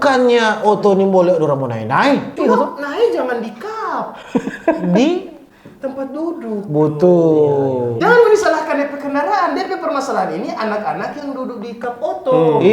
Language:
Manado Malay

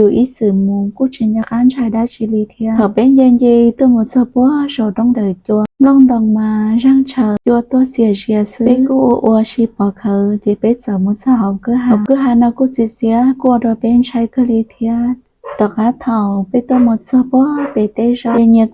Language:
Hmong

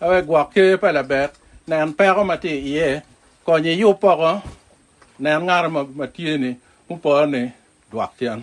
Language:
Acoli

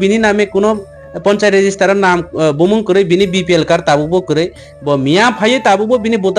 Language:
Kok Borok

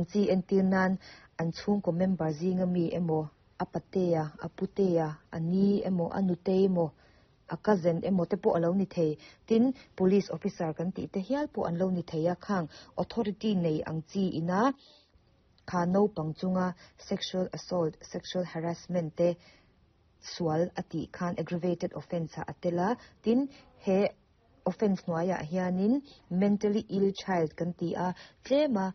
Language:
Mizo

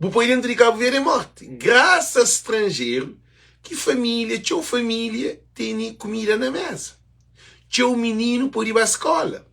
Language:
Kabuverdianu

